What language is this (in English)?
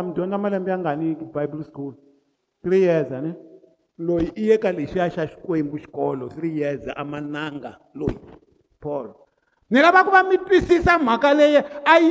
Tsonga